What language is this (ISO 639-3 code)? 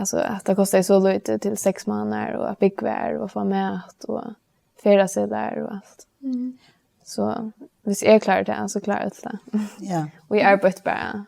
fao